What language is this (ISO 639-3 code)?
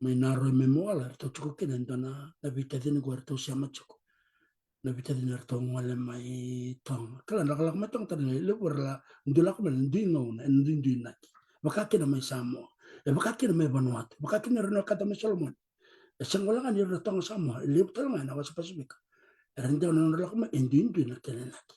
fij